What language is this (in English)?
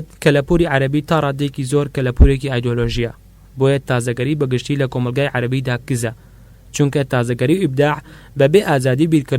Central Kurdish